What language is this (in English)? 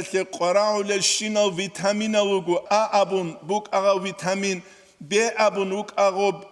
Avaric